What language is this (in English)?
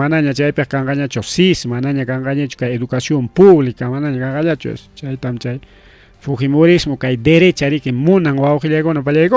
Ayacucho Quechua